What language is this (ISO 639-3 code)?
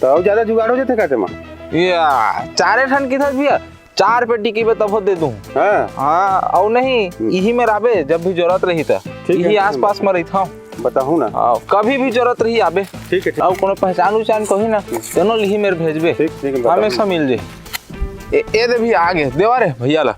hne